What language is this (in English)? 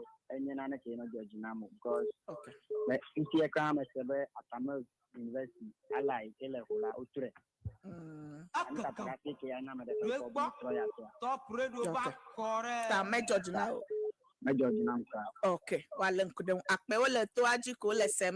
Ewe